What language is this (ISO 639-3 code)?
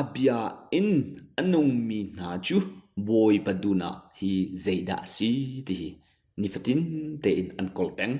cnh